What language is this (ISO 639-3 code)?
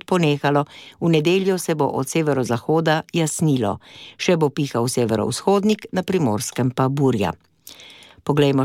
slv